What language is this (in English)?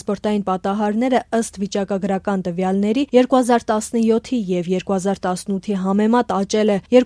Armenian